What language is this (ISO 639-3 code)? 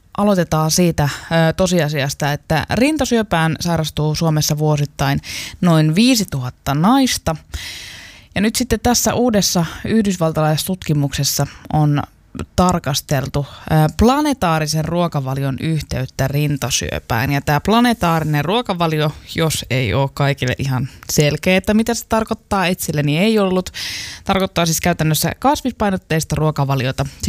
fin